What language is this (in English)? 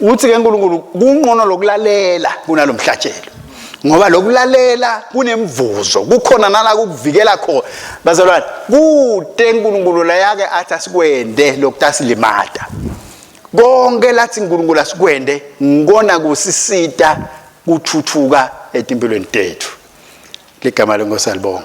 Swati